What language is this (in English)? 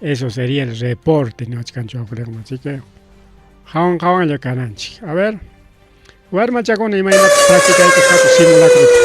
Ayacucho Quechua